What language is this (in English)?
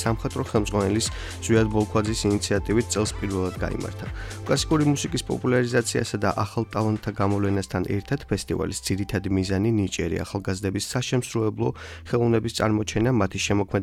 Georgian